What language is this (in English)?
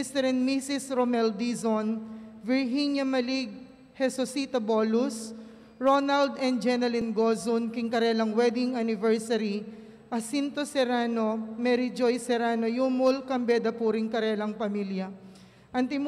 Pampanga